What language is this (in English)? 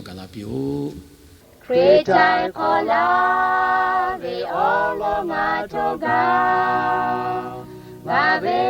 Lahu